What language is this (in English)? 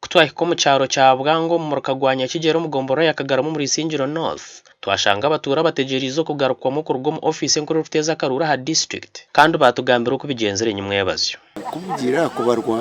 Nyankole